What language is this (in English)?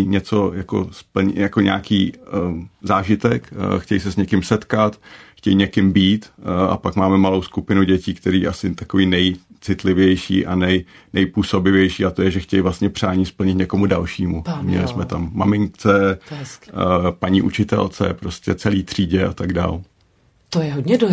Czech